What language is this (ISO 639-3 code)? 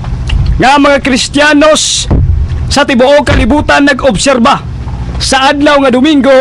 ceb